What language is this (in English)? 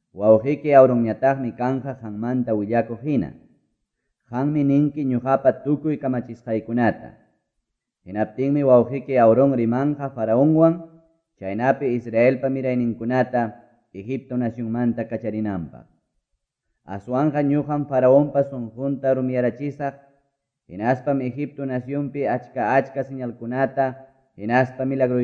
Quechua